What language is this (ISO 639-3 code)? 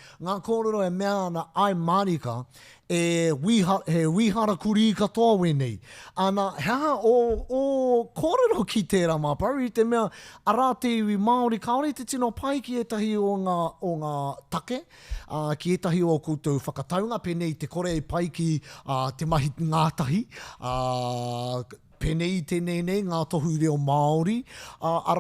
mri